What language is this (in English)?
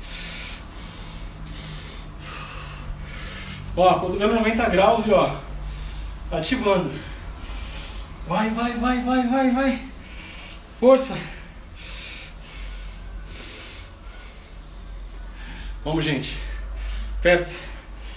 Portuguese